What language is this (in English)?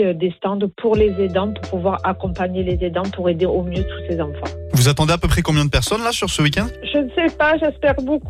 French